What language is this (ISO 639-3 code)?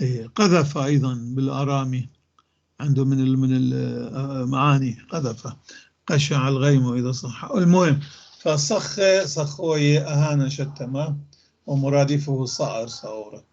apc